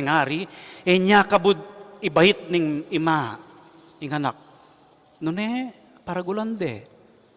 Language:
Pampanga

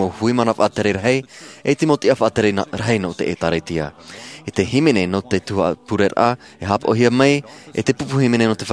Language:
Tahitian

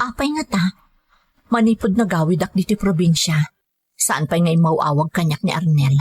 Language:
Iloko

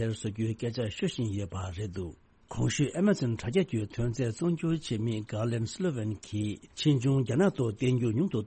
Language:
Tibetan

